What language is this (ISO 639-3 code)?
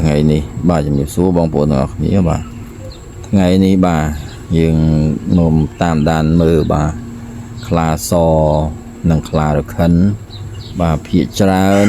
khm